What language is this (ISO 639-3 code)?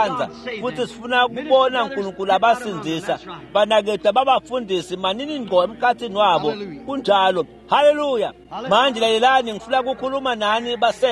ssw